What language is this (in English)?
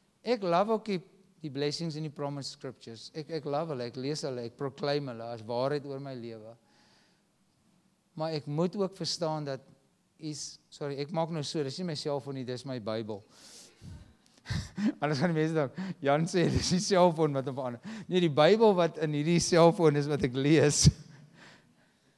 Afrikaans